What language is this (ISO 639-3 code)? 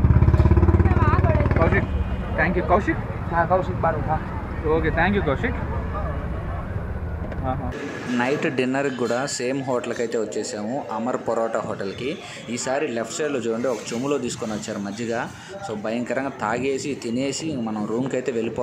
tel